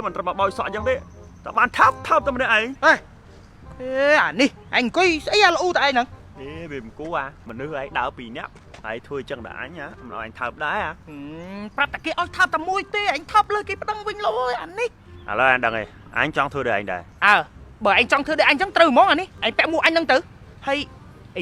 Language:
Khmer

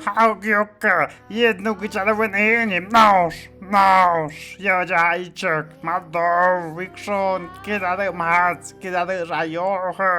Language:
Tlahuitoltepec Mixe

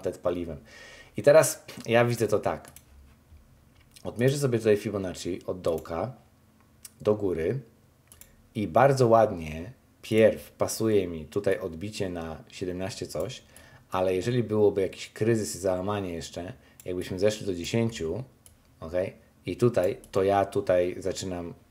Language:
Polish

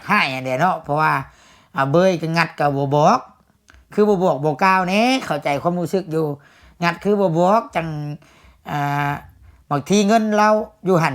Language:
Lao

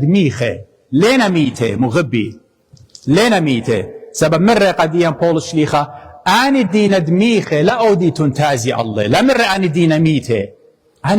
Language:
Assyrian Neo-Aramaic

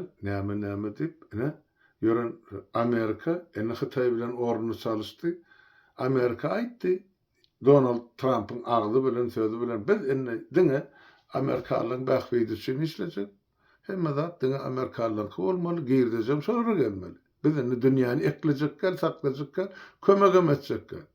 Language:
Turkmen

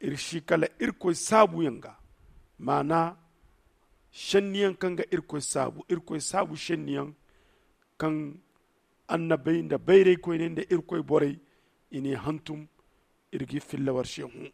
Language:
Zarma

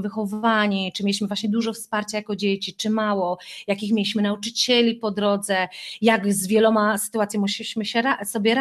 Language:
Polish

